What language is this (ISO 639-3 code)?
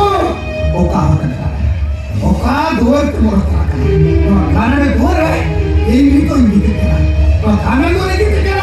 sat